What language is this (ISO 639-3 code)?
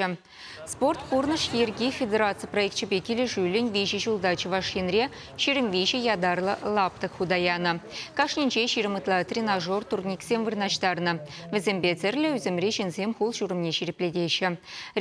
chv